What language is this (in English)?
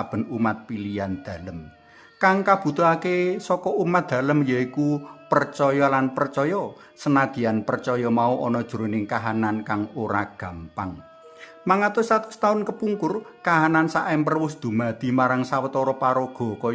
Javanese